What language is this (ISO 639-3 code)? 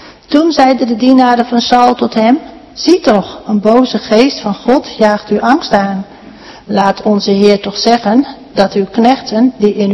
nld